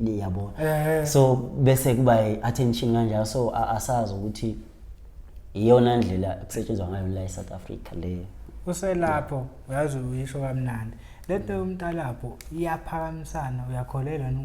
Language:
Zulu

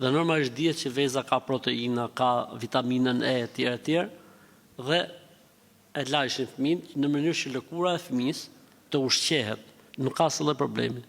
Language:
Albanian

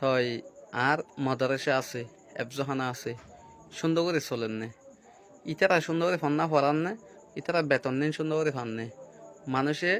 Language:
Rohingya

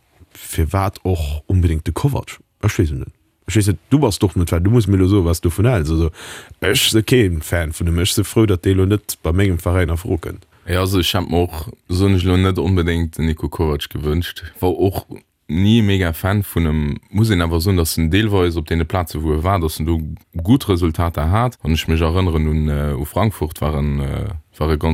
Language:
Luxembourgish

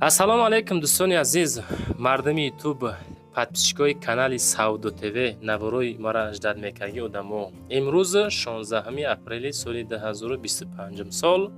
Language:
Tajik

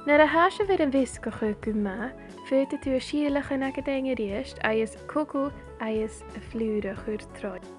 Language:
Scottish Gaelic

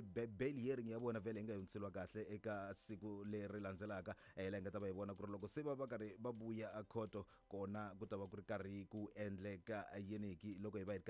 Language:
Tsonga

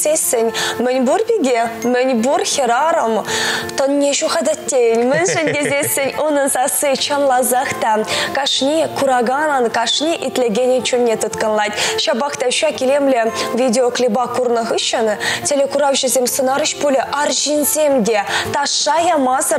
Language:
Chuvash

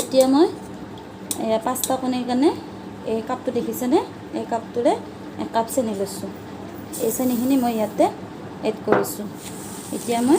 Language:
Assamese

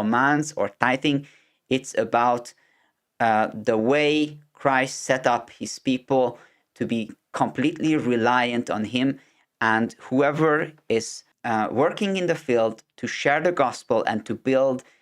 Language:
English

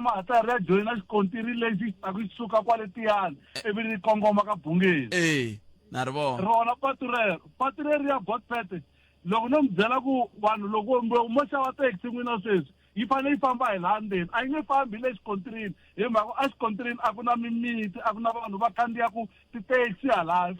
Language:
Tsonga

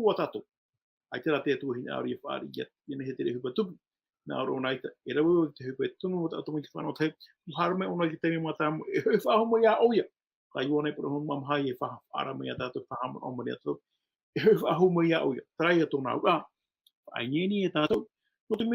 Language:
Tahitian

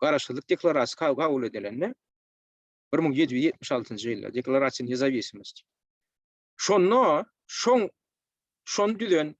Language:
Turkmen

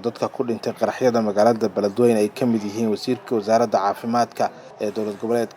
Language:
Somali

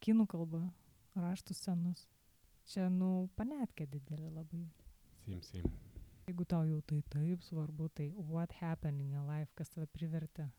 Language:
Lithuanian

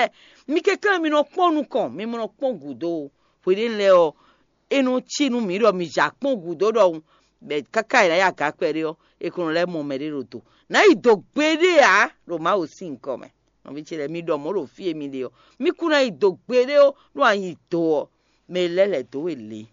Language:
Fon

